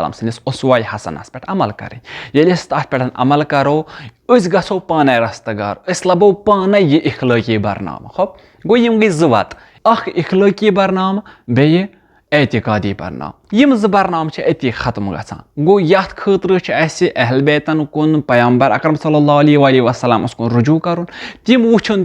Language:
Kashmiri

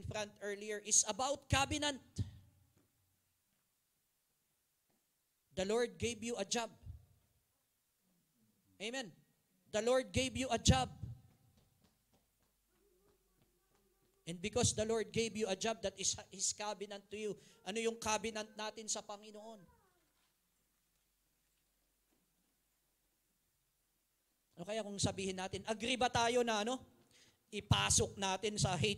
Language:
Filipino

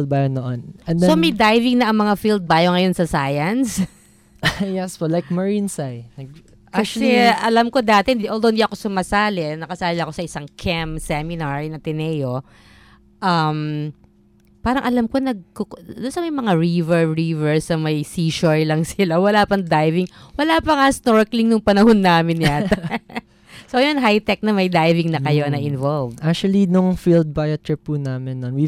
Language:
Filipino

